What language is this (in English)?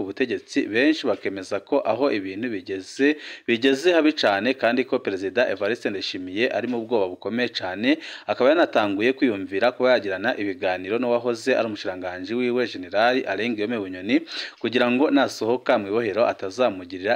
Rundi